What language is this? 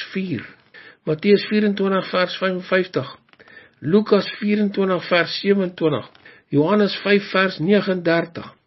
Afrikaans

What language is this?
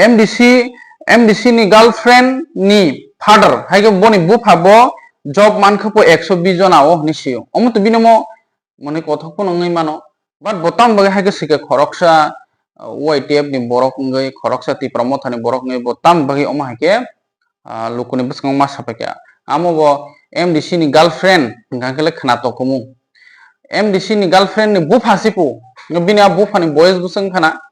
Kok Borok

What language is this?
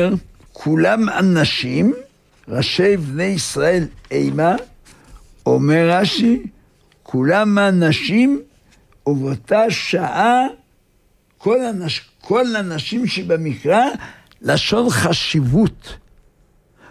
Hebrew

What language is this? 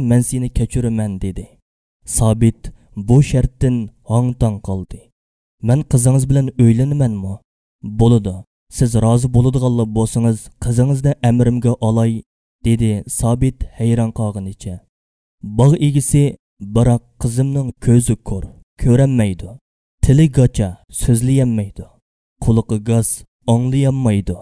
Uyghur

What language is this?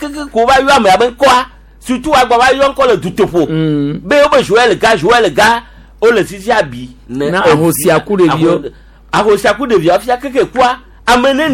Gen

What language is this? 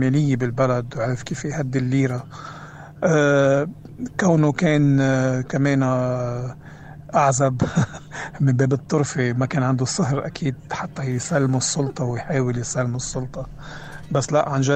North Levantine Arabic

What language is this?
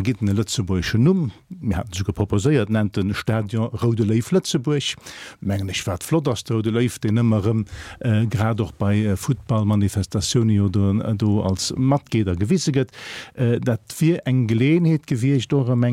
Luxembourgish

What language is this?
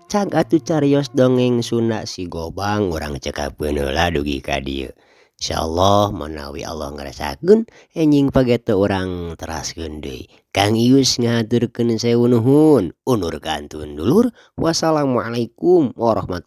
Sundanese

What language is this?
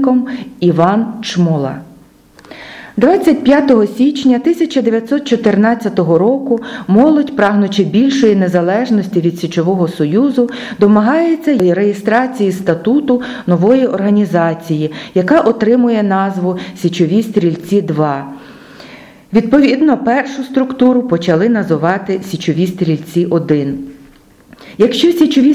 Ukrainian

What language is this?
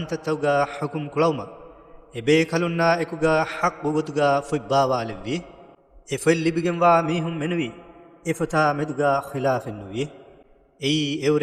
Divehi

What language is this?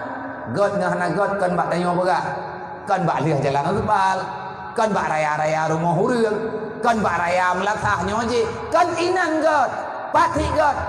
Achinese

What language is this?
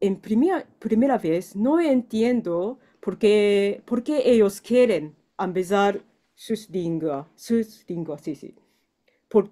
Ladino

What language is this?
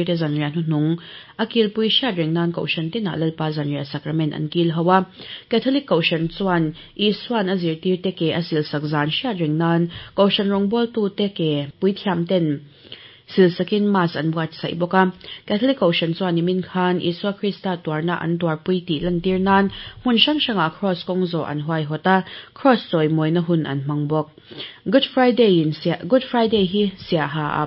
Mizo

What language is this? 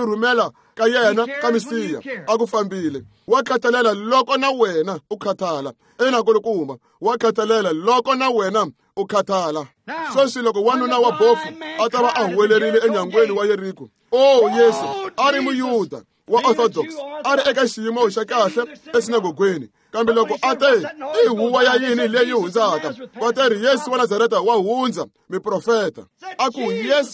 Tsonga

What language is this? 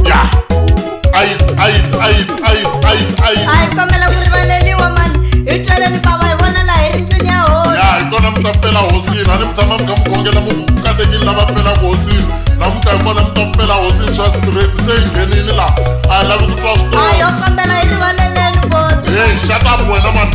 Tsonga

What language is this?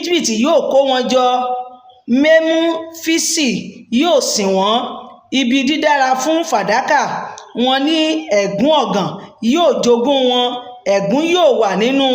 Yoruba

